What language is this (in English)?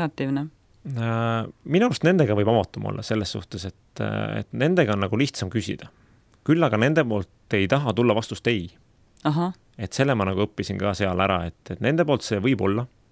Estonian